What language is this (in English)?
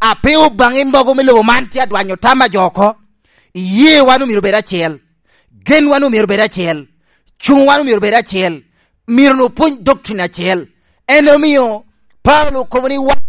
Lango (Uganda)